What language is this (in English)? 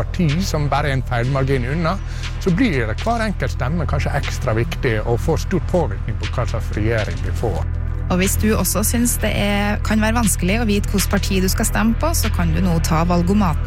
Norwegian